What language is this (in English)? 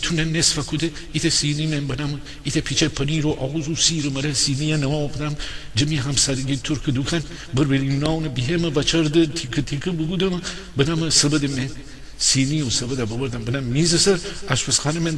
Gilaki